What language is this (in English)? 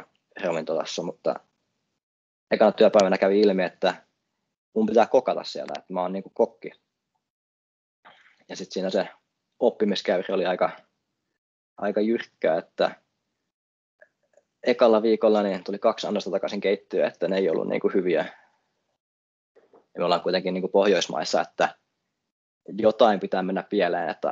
Finnish